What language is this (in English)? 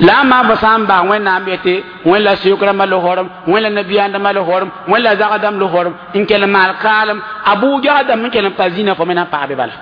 Mossi